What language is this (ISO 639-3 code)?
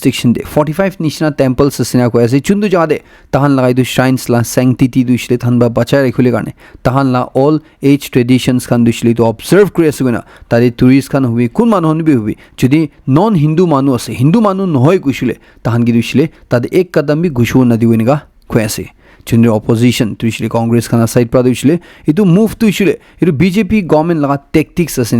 nag